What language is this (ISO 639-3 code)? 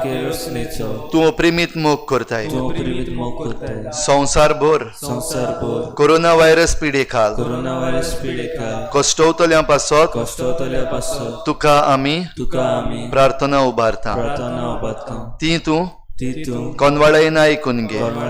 kok